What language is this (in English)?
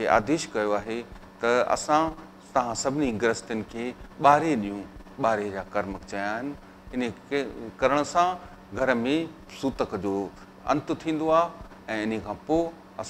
Sindhi